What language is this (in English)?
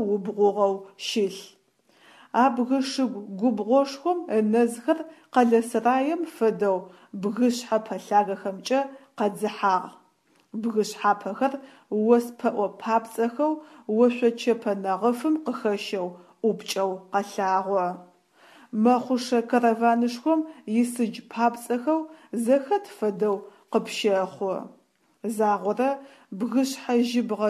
Adyghe